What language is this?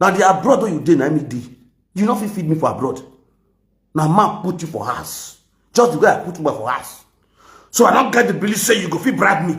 Nigerian Pidgin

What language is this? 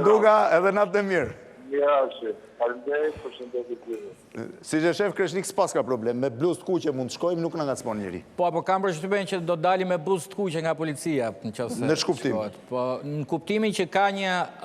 Albanian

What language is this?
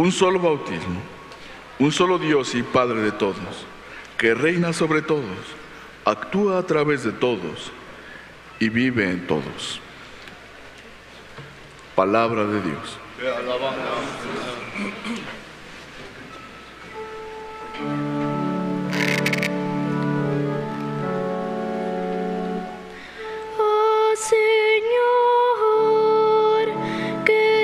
Spanish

